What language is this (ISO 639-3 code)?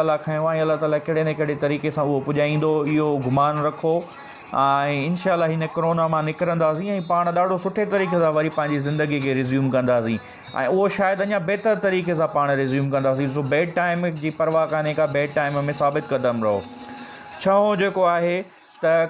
snd